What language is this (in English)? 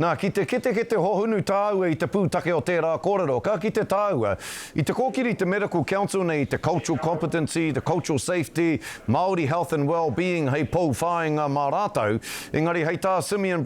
Māori